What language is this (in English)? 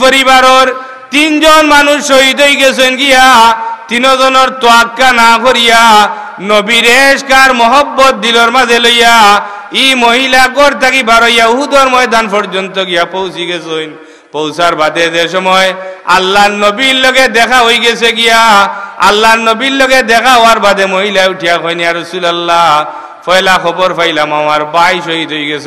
Sylheti